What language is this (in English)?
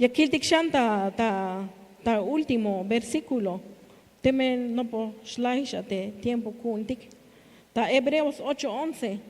Tzeltal